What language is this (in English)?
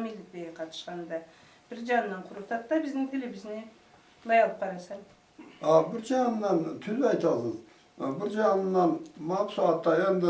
Karachay-Balkar